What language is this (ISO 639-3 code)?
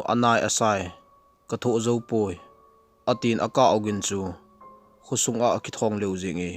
tcz